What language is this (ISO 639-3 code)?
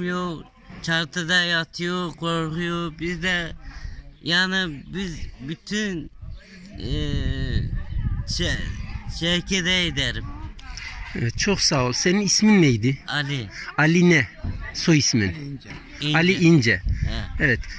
tur